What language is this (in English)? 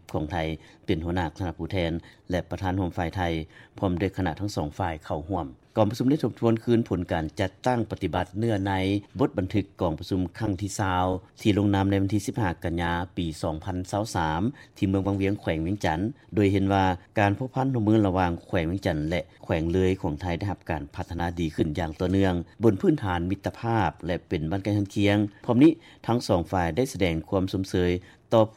Lao